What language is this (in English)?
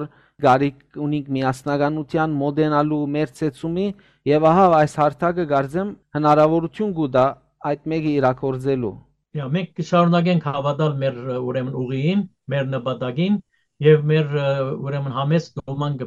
Western Armenian